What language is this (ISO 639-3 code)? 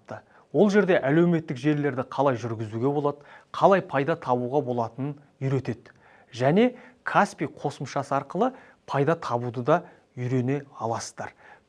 kaz